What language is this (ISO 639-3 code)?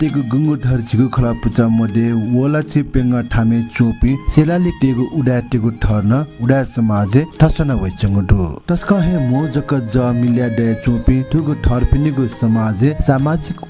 new